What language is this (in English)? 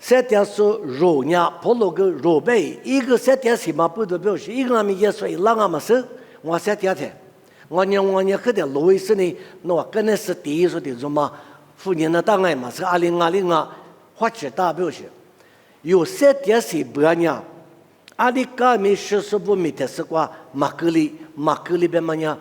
Lisu